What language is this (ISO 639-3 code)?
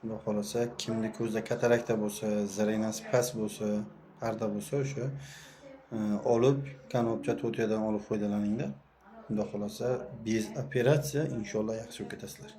uzb